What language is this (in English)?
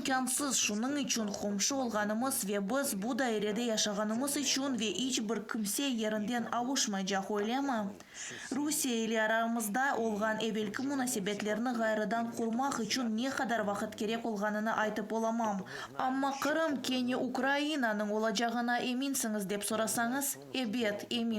Crimean Tatar